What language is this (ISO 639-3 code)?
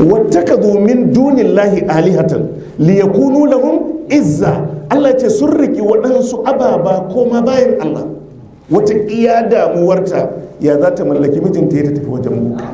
hau